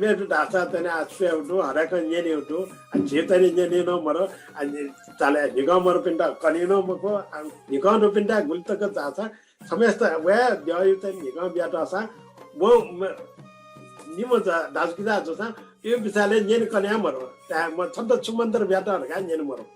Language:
Newari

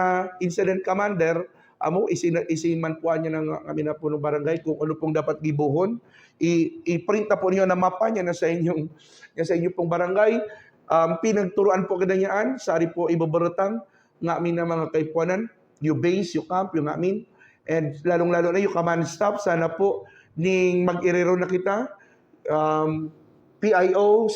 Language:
Buhi'non Bikol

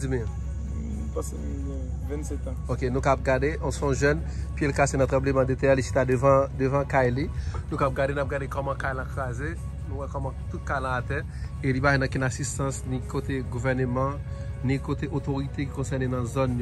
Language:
Haitian Creole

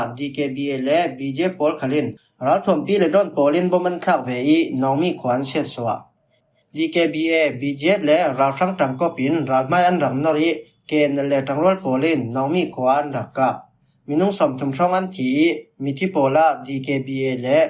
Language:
Falam Chin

